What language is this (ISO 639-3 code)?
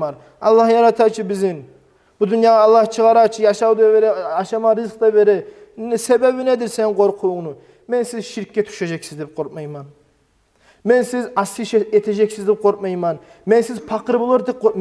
kum